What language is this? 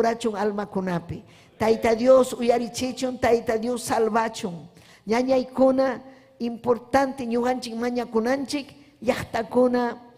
Ayacucho Quechua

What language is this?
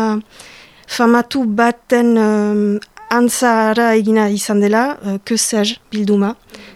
Basque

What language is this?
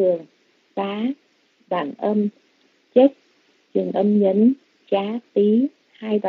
Vietnamese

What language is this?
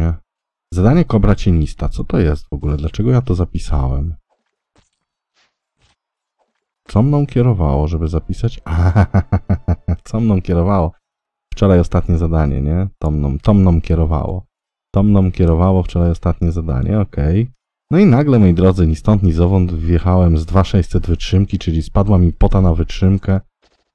Polish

